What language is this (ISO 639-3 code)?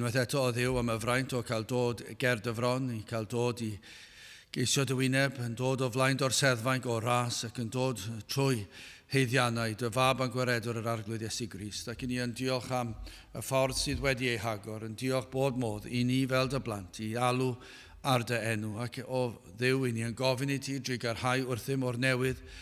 cym